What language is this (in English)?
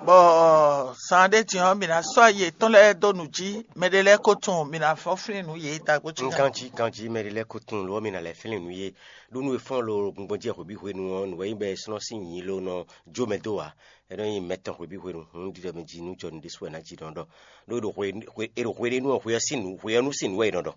Fon